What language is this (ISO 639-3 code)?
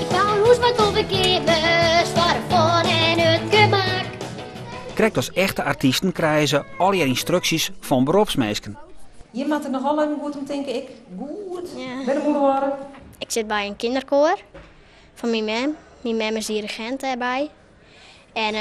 fry